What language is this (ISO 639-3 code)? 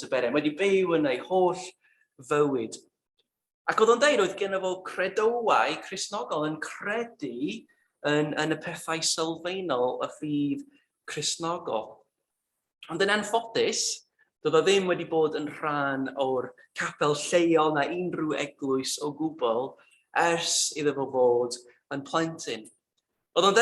cym